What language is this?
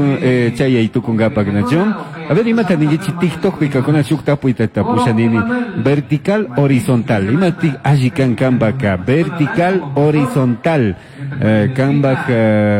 Chimborazo Highland Quichua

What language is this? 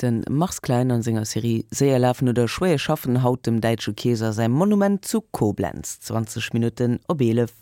Luxembourgish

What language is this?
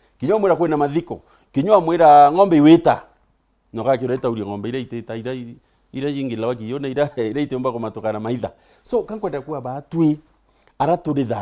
Meru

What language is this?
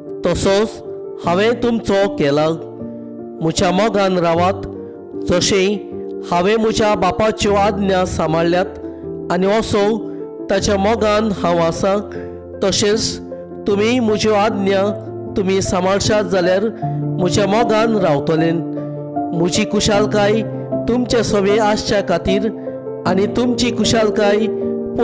Konkani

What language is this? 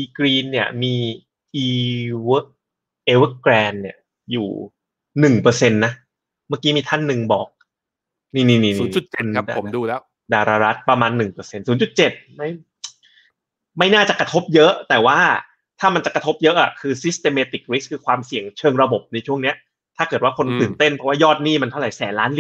Thai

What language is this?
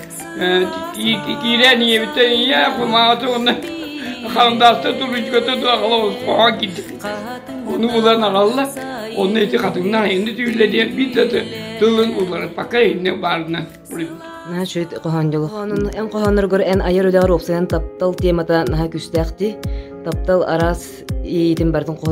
Yakut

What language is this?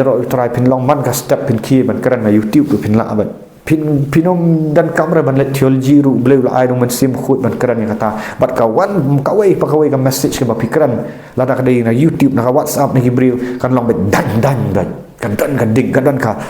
Khasi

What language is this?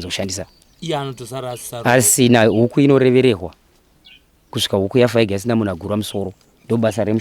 Shona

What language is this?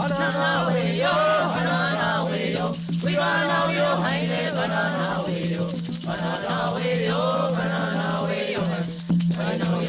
Mohawk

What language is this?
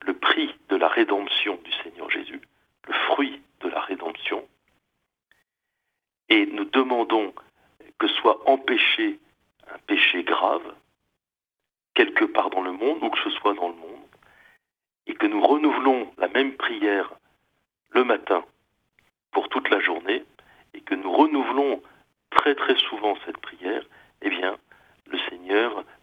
French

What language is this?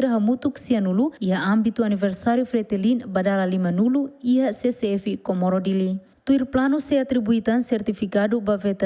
Tetum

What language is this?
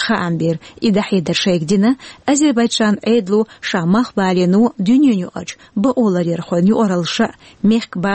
Chechen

